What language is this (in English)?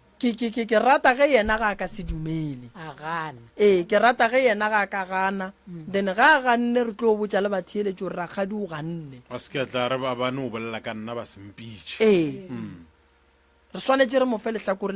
Northern Sotho